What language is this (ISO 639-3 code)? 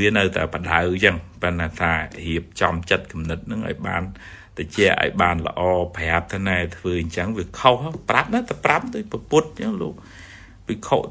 khm